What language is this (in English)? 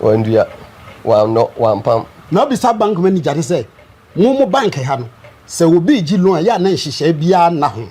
Akan